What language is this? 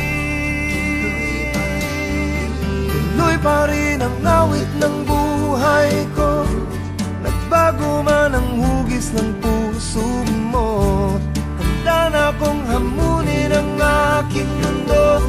Filipino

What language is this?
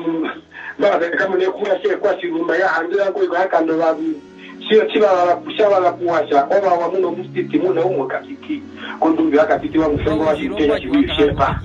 Herero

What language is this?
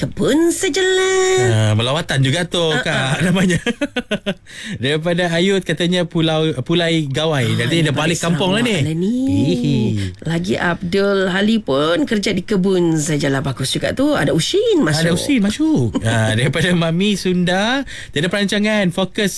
Malay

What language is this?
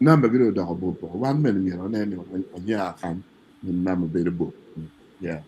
Acoli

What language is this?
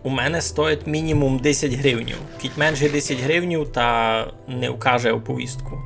Rusyn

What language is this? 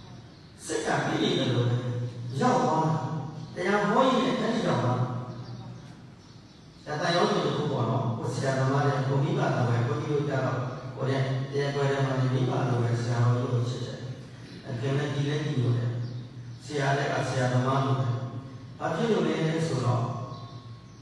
Burmese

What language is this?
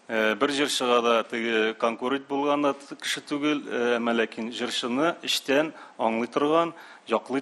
Tatar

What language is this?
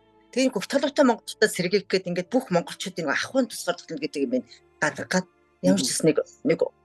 Mongolian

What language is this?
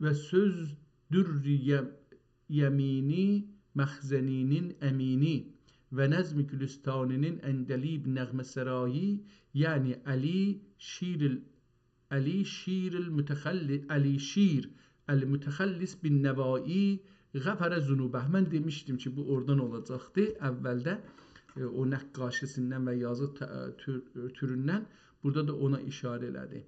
South Azerbaijani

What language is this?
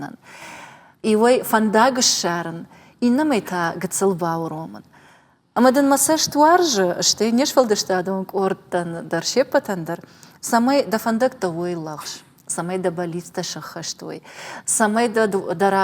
Ossetic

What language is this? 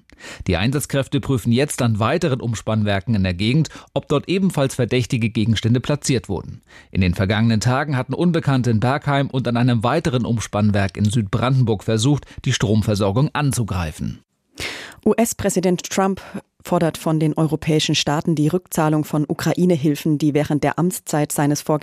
German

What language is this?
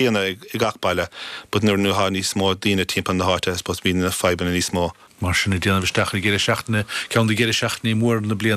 Irish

